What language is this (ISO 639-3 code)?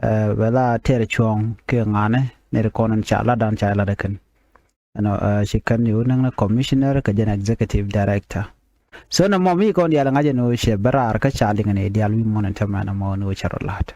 nus